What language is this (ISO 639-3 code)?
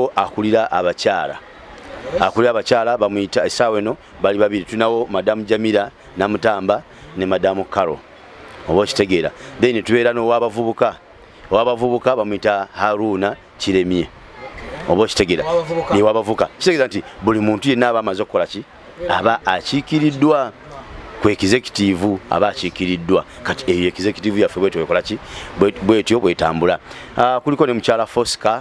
lug